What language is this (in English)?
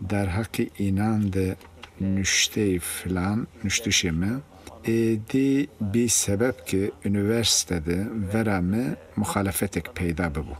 Zaza